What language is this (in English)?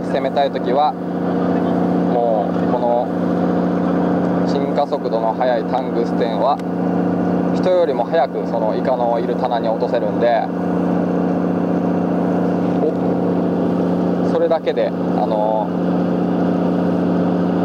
Japanese